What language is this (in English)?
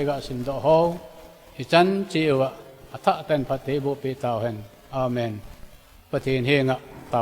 Thado Chin